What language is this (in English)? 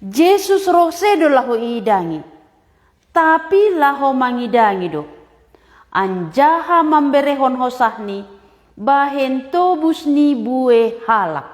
Batak Simalungun